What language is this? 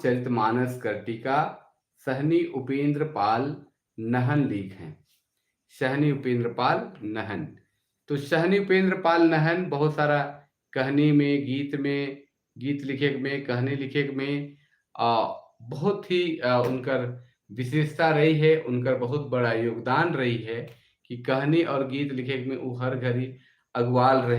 Sadri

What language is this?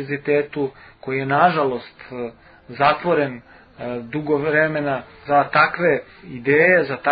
Serbian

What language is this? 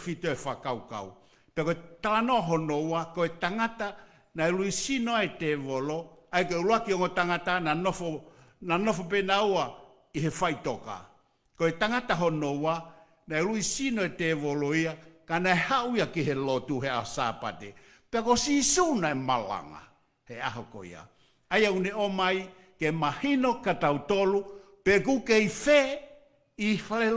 Tongan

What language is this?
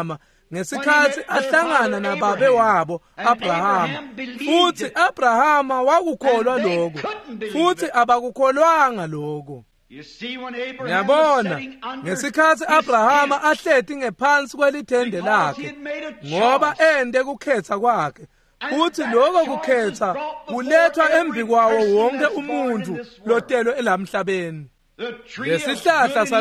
Swati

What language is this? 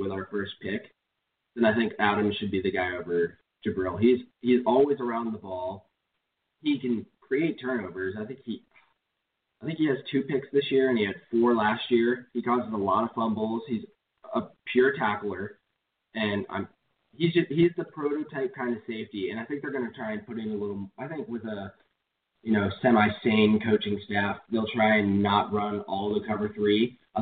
English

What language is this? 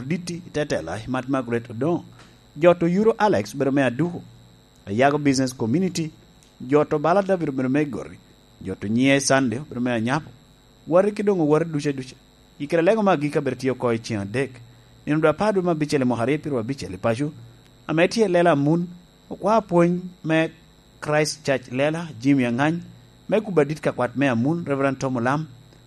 Lango (Uganda)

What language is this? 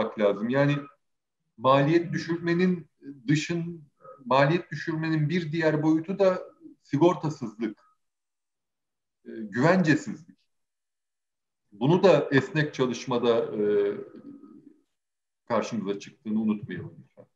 Turkish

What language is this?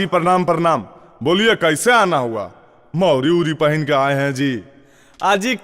Magahi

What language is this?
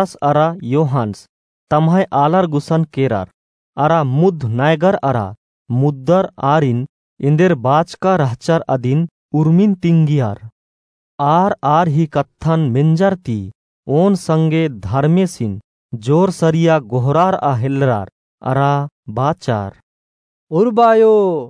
Kurukh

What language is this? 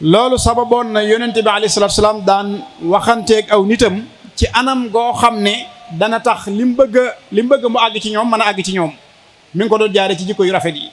Wolof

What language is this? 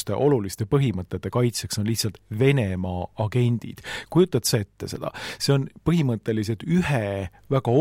Estonian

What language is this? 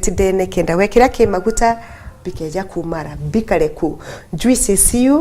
Meru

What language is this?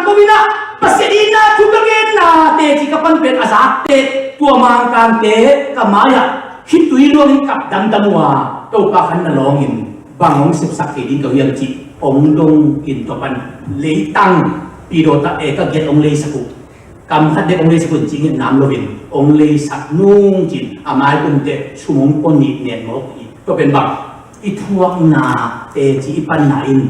Tedim Chin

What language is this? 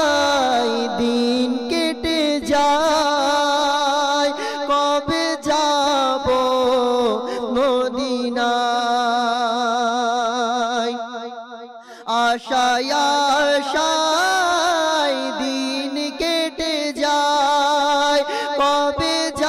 Bangla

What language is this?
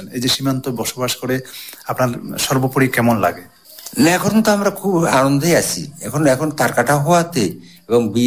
Bangla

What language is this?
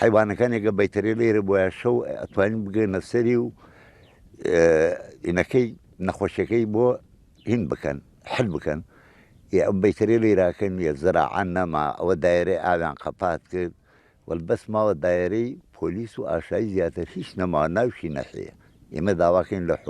Central Kurdish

